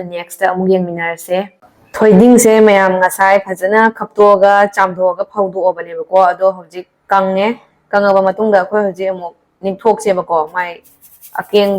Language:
Manipuri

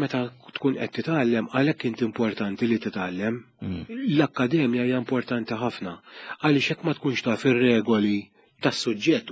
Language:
Maltese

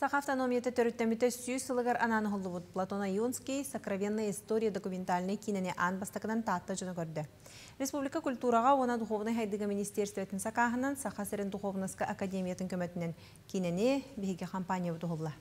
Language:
Yakut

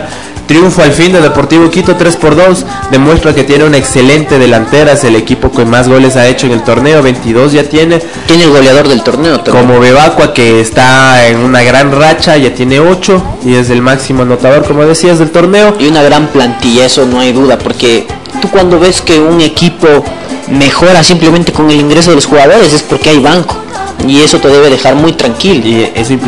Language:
Spanish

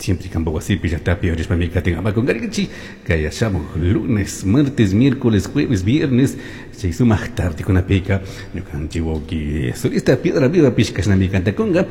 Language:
Chimborazo Highland Quichua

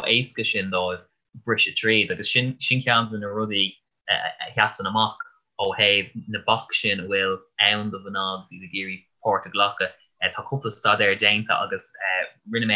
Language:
Irish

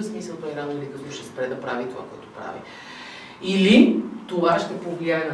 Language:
Bulgarian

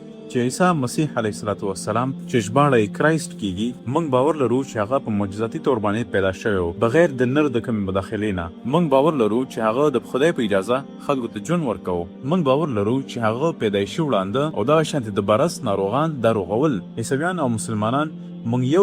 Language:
Pashto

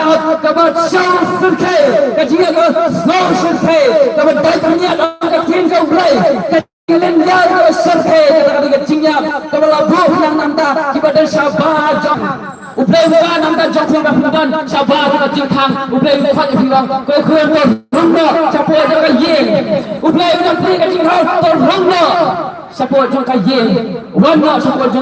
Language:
Khasi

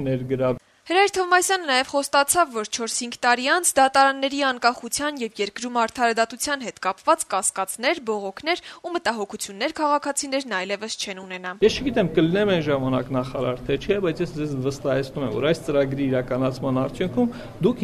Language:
Armenian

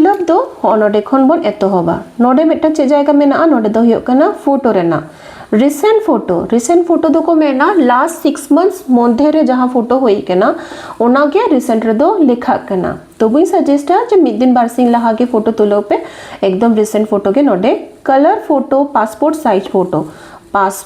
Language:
Santali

